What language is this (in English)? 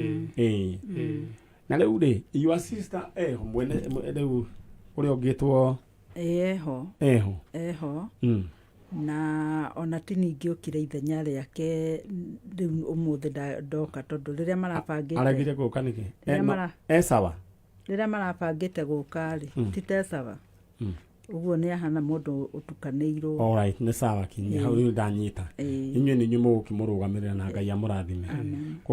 Kikuyu